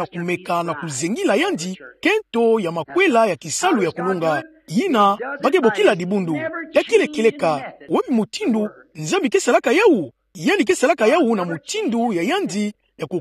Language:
Kituba (Democratic Republic of Congo)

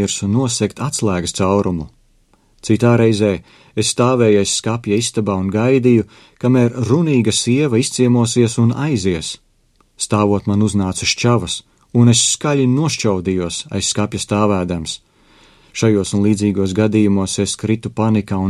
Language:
Latvian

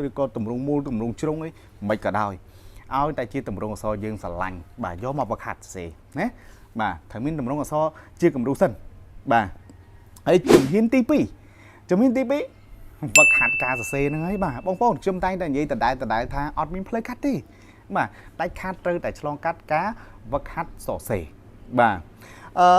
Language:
Khmer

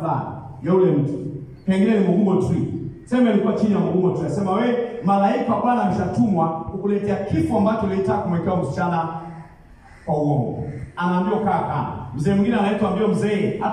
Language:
Swahili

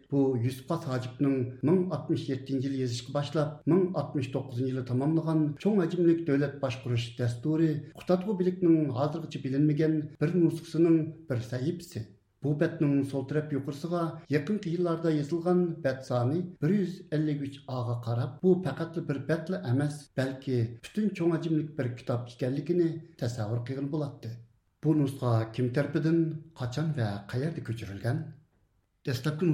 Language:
Uyghur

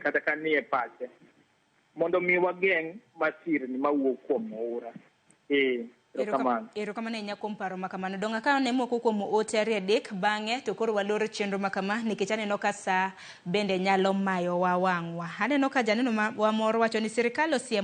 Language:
Luo (Kenya and Tanzania)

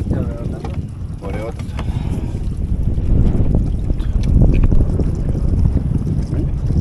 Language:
Greek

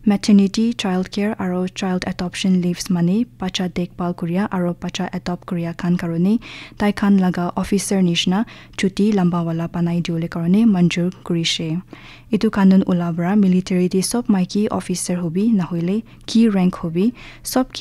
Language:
Naga Pidgin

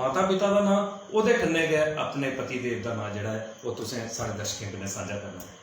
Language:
Dogri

